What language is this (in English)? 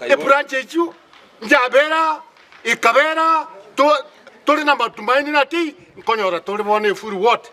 Gusii